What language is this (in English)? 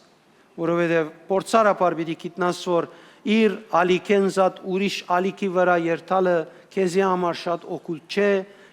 Western Armenian